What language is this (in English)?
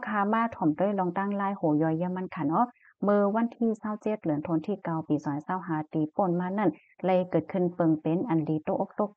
Shan